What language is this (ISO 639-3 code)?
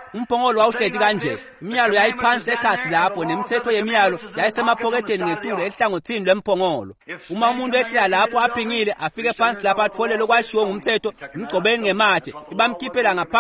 ssw